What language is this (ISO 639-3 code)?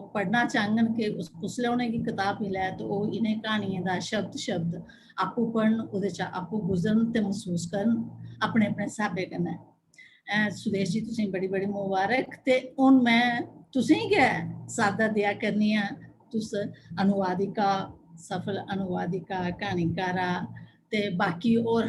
doi